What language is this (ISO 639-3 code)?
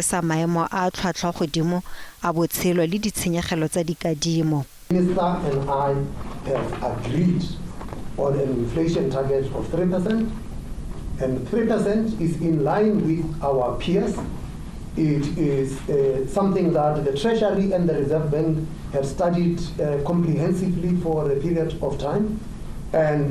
tsn